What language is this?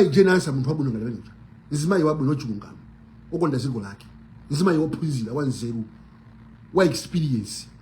Nyanja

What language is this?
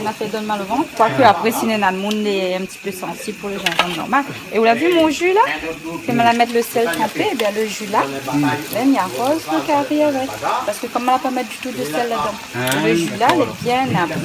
Réunion Creole French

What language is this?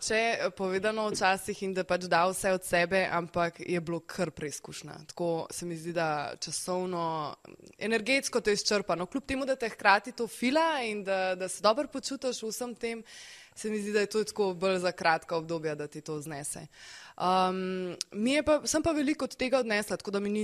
Slovenian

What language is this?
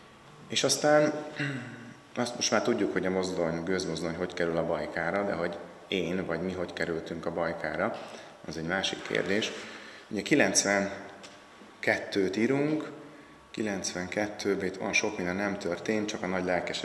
Hungarian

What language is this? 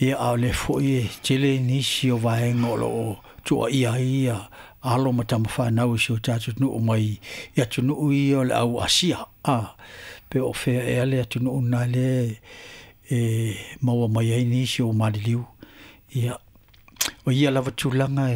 Samoan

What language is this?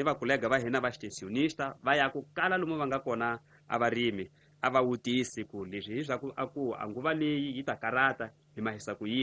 Tsonga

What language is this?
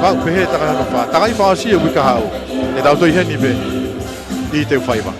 Tongan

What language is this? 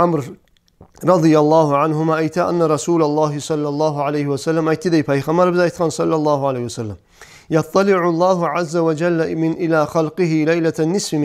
Kumyk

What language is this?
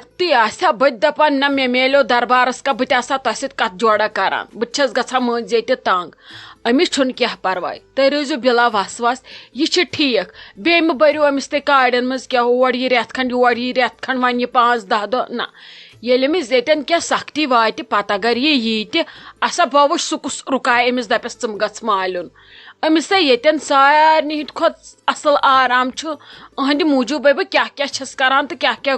Kashmiri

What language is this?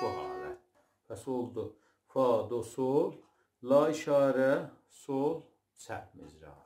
South Azerbaijani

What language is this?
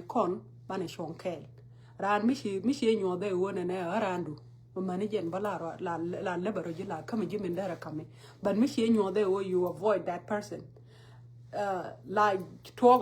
Nuer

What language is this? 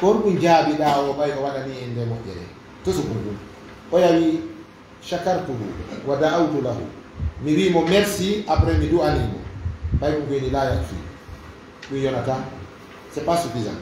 Fula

